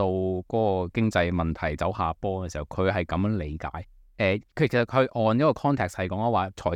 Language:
Cantonese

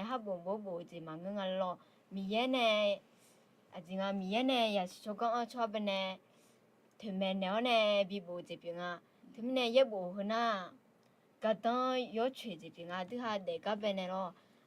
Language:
Akha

